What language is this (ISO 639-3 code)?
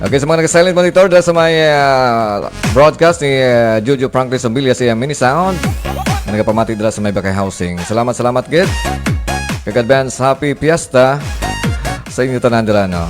hil